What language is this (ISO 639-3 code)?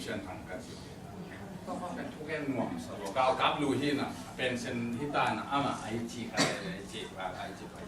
ctd